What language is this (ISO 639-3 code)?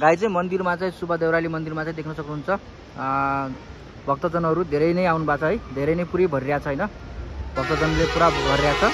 nep